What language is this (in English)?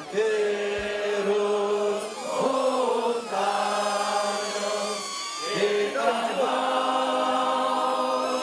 Occitan